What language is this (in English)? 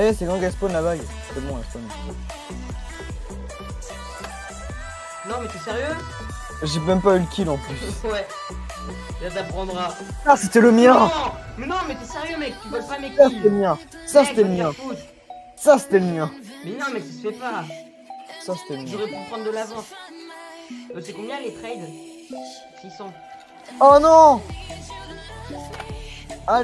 French